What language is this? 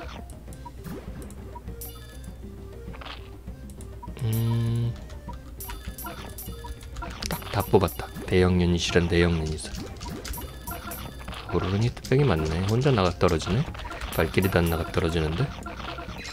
Korean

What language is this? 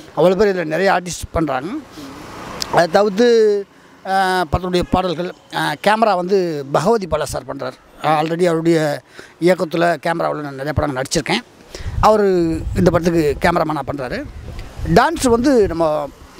Tamil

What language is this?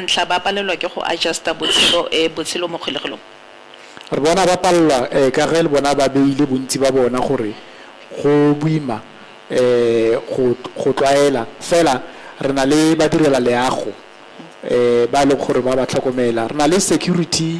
Tswana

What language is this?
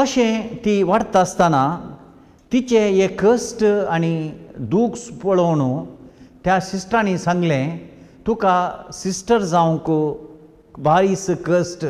Konkani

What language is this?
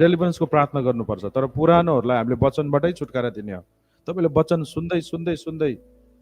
Nepali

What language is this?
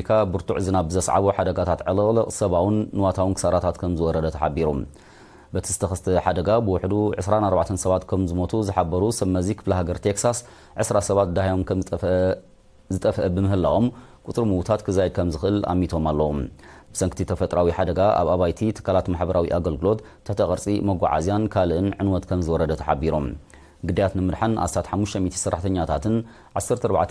Tigrinya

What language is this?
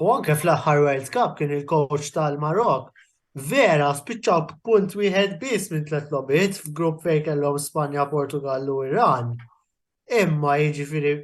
Maltese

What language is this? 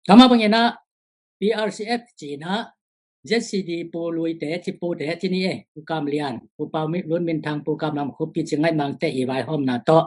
Tedim Chin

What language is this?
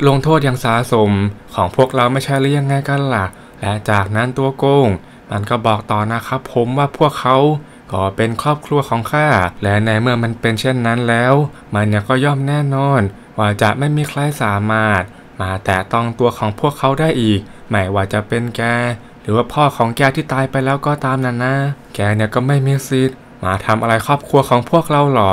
Thai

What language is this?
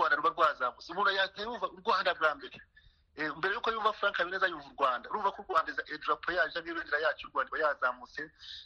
Kinyarwanda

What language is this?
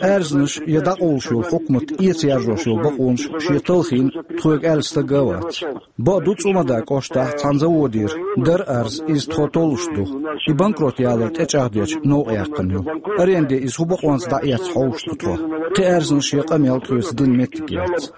Chechen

